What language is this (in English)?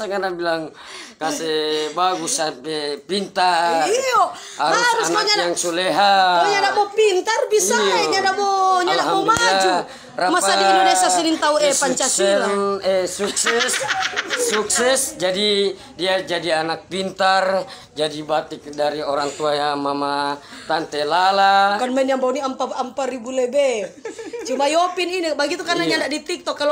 Manado Malay